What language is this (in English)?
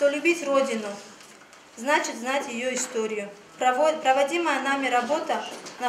Russian